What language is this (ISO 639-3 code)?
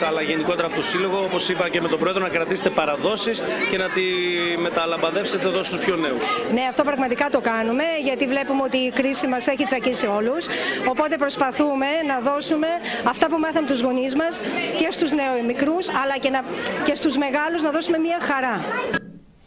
ell